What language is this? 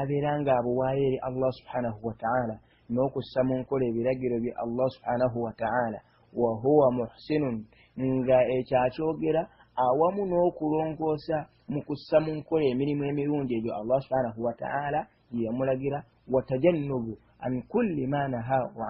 Ganda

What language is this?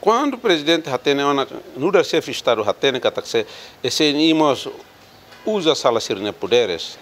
Tetum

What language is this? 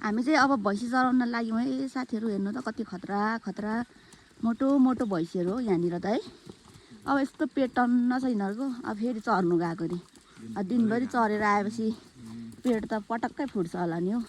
Nepali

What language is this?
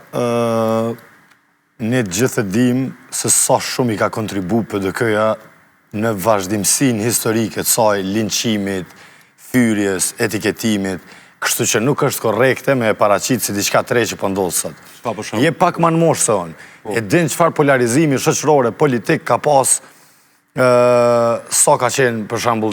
Albanian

